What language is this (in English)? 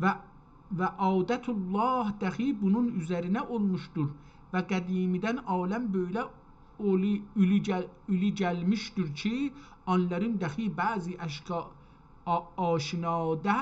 South Azerbaijani